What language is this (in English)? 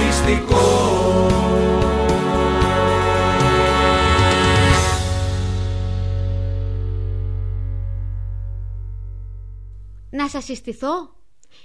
Greek